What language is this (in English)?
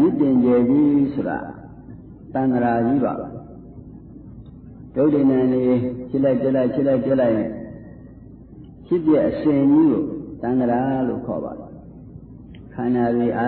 Burmese